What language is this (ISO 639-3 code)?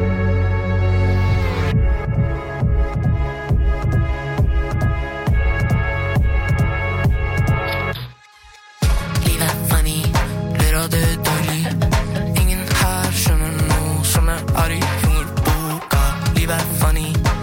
nor